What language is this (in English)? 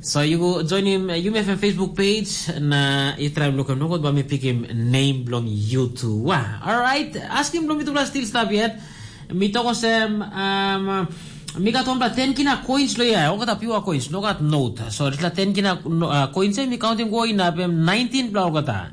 Tok Pisin